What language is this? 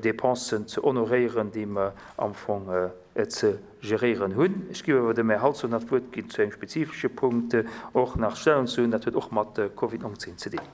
Luxembourgish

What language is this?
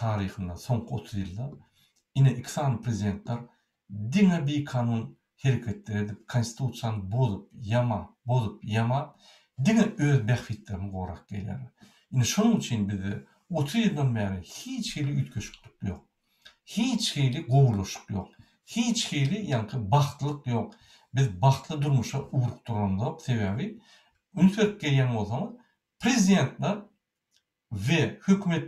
Turkmen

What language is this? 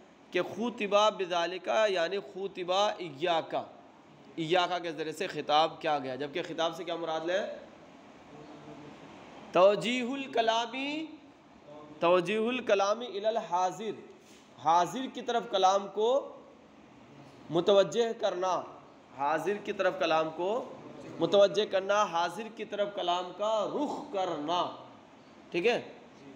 Urdu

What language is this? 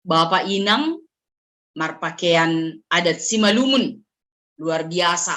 Batak Simalungun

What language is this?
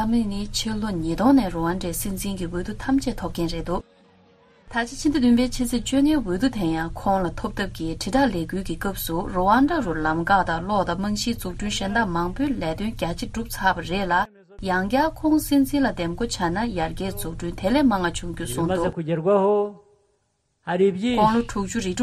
Tibetan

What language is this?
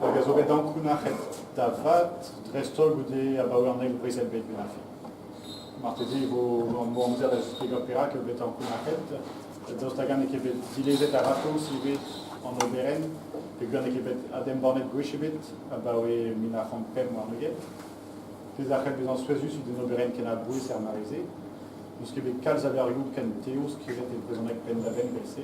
Breton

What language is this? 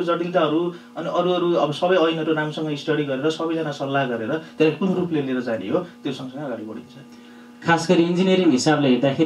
Nepali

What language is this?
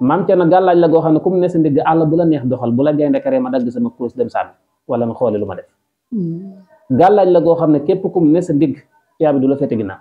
Wolof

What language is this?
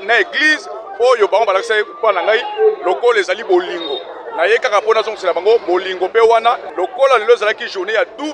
Lingala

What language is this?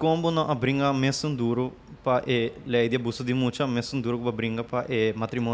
Papiamento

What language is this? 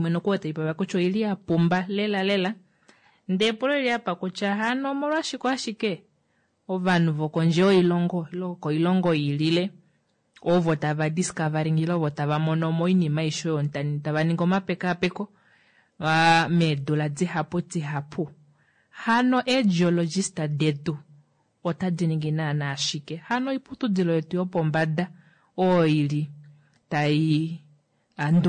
Kuanyama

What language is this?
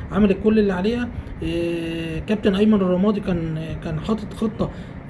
Egyptian Arabic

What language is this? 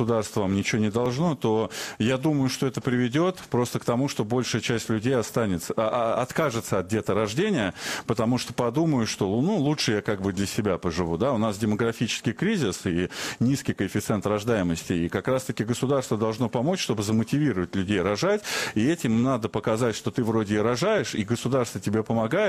Russian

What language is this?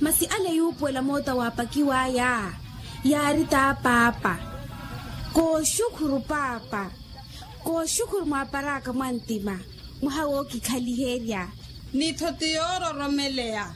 Makhuwa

